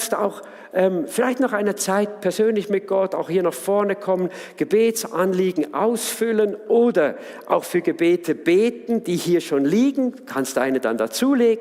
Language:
Swiss German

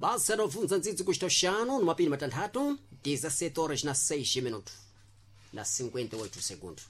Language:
Sena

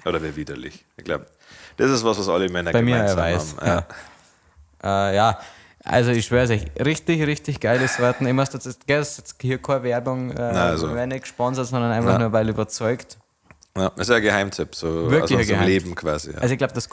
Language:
Bavarian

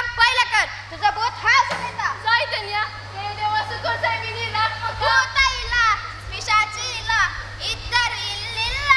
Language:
Konkani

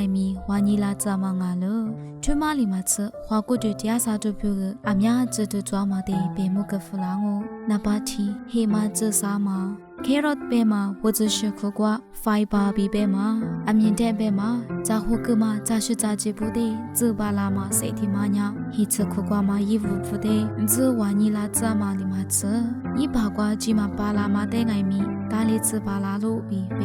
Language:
Lisu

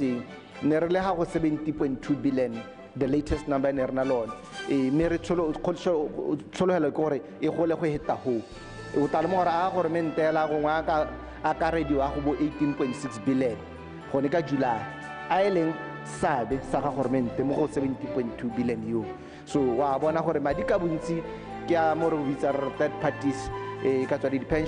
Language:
Tswana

